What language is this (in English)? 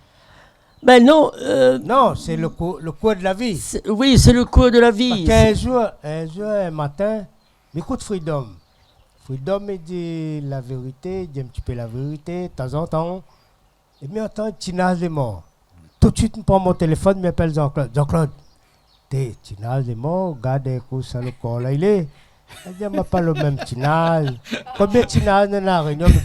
Réunion Creole French